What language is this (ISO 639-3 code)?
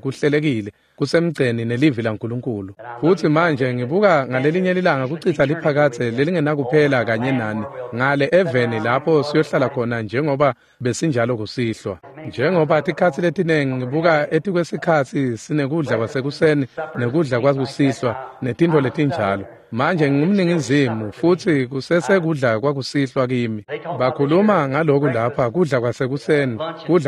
ssw